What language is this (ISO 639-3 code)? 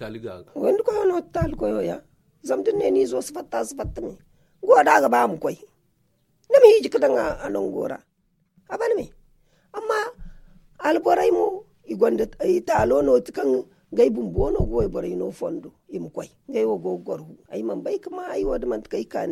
dje